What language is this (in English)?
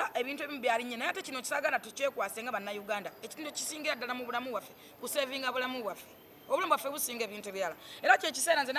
Ganda